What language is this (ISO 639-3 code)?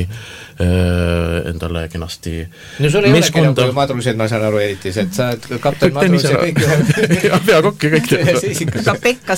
est